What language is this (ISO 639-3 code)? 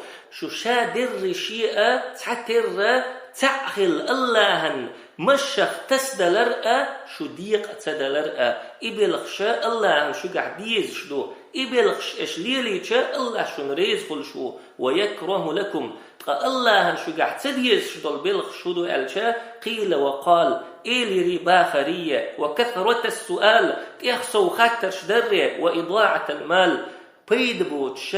che